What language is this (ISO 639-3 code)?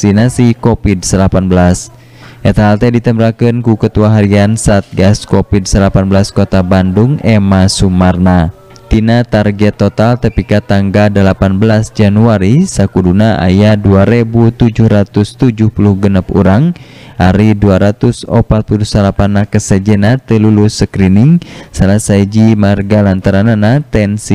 sun